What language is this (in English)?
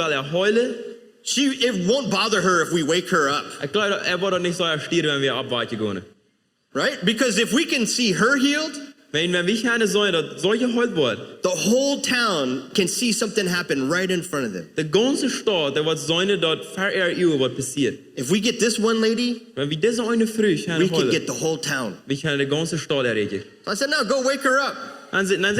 Plautdietsch